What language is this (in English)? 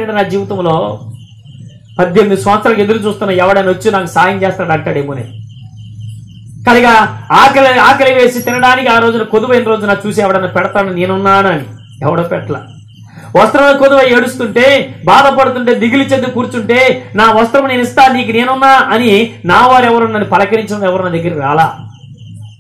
Telugu